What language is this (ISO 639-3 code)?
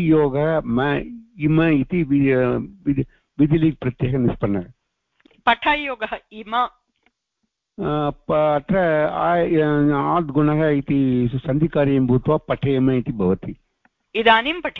san